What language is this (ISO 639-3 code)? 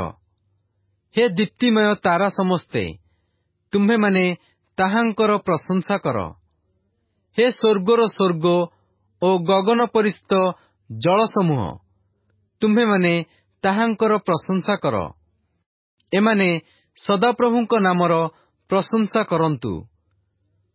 ori